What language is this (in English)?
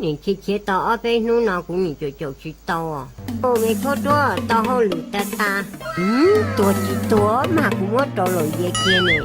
Hmong